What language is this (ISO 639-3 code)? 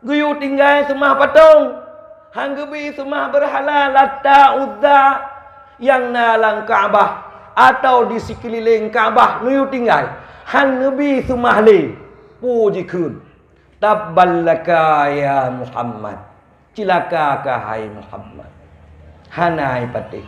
ace